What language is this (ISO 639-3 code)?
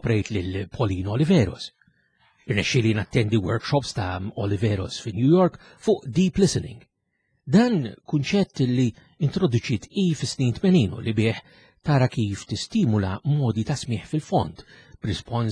mlt